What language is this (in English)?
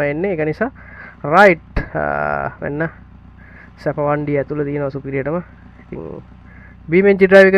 Sinhala